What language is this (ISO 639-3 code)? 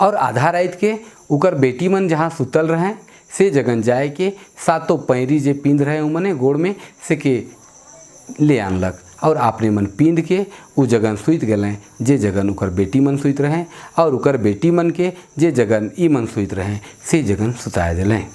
sck